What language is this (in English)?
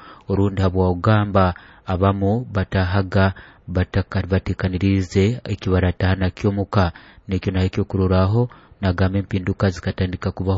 Nyoro